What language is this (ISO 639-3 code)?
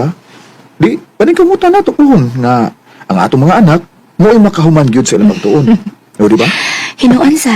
ceb